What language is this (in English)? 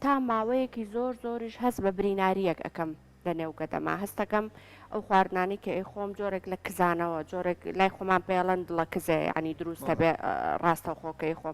Central Kurdish